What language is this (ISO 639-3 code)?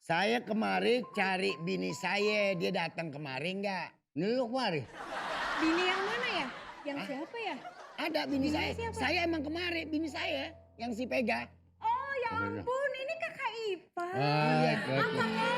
bew